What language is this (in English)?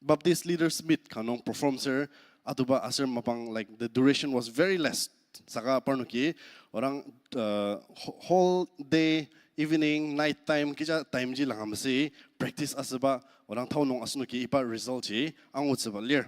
Ao Naga